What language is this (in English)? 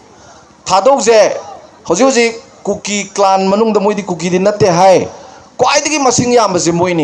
Manipuri